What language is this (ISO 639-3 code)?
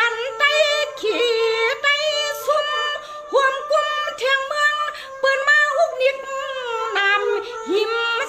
shn